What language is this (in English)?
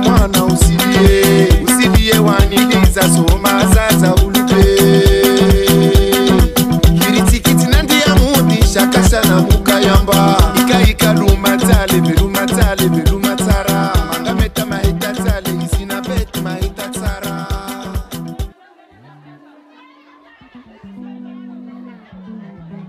Swahili